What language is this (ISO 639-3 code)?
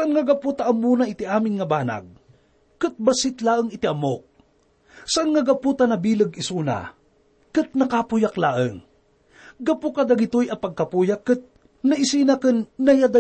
ilo